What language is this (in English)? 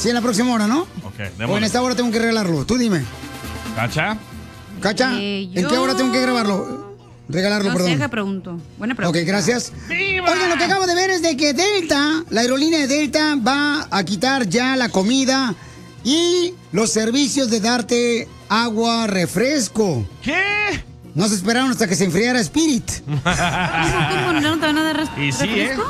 Spanish